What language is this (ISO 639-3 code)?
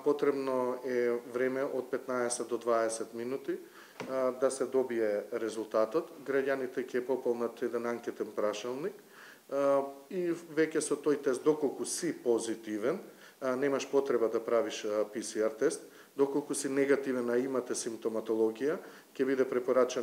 mkd